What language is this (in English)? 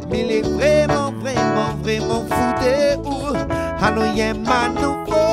Réunion Creole French